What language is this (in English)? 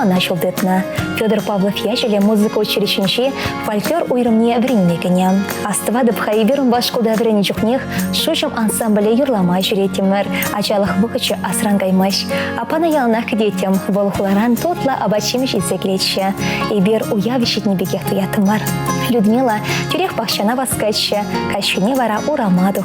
Chuvash